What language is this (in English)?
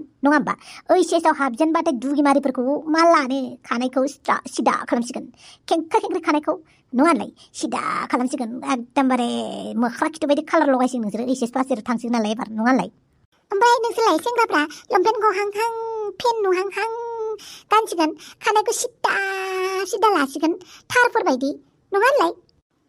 Bodo